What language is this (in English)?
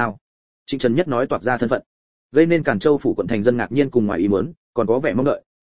Vietnamese